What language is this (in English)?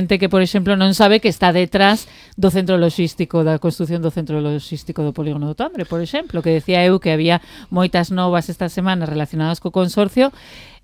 Galician